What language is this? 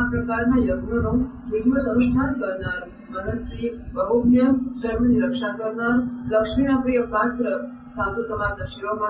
Gujarati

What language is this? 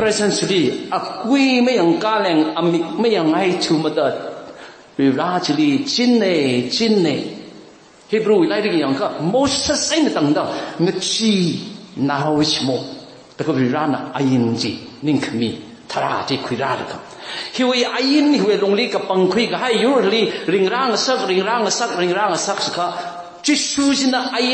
Tangkhul Naga (India)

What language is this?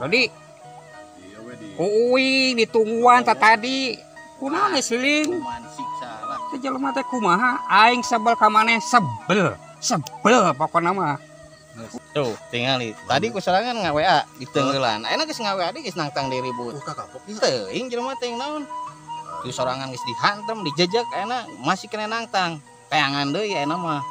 Sundanese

